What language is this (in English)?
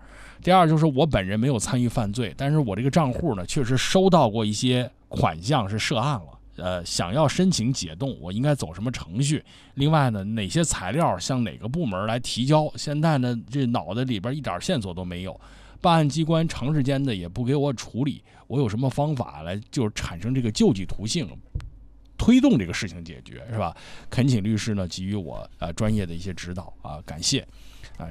Chinese